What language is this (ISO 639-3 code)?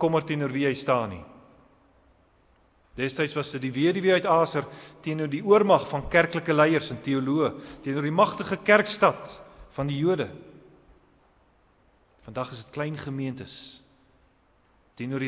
afr